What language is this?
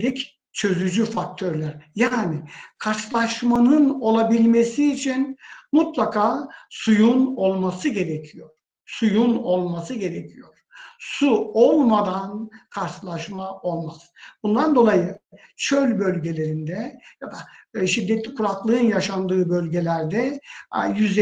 Turkish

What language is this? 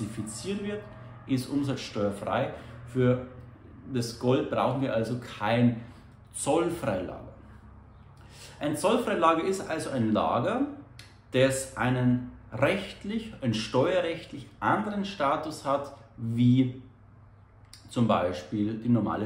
German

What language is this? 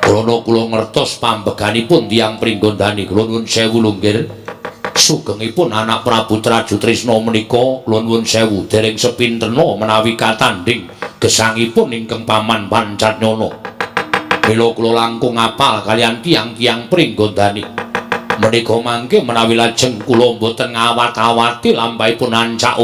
Javanese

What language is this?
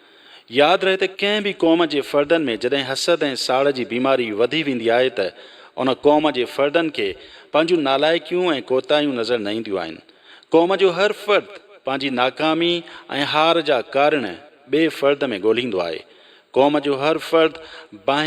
Sindhi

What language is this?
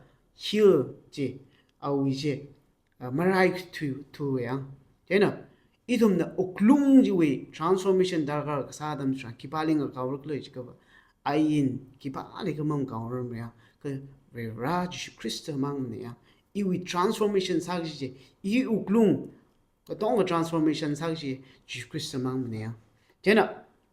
Tangkhul Naga (India)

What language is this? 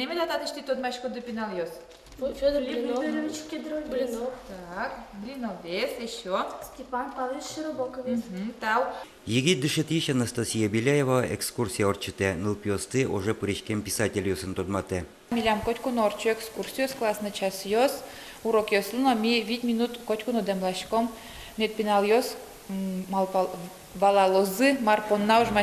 Udmurt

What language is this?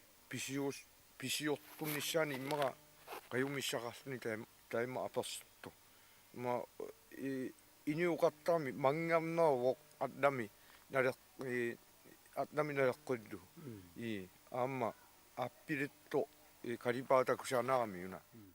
Kalaallisut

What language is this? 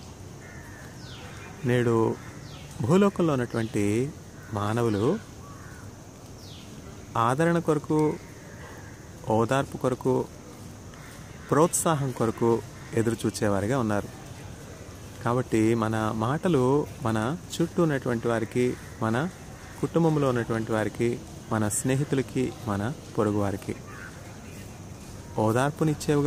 Telugu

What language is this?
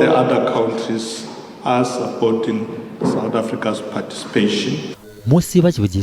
Venda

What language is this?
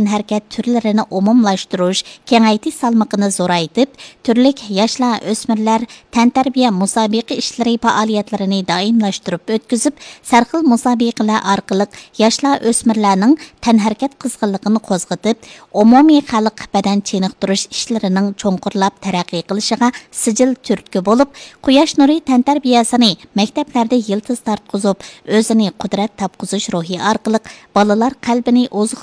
Uyghur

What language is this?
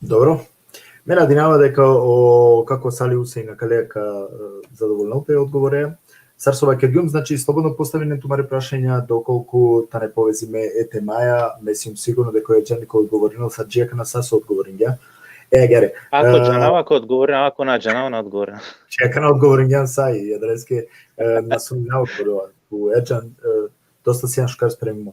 Balkan Romani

